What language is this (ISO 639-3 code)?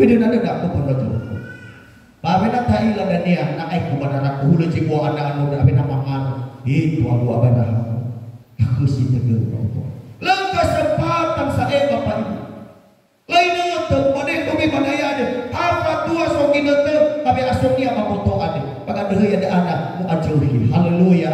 nia